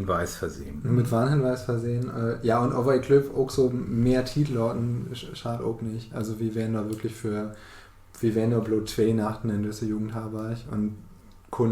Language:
Low German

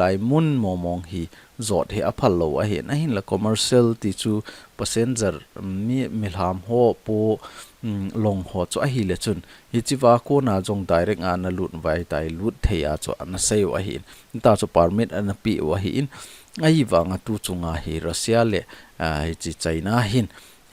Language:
Thado Chin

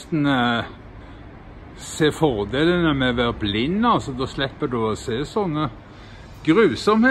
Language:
Norwegian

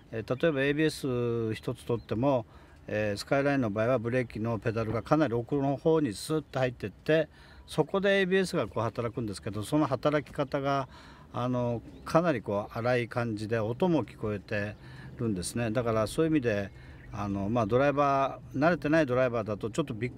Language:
Japanese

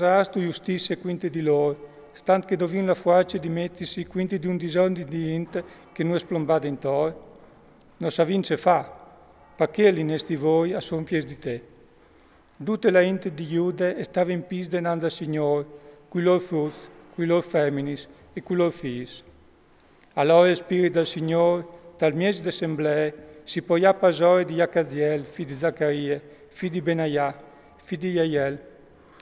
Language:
Friulian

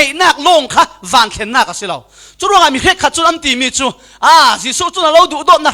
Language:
Falam Chin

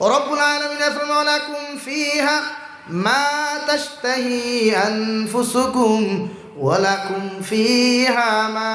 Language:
Sylheti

